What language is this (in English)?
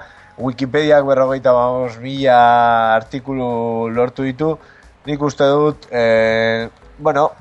Basque